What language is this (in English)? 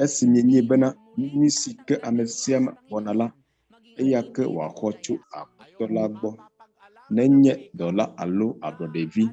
Ewe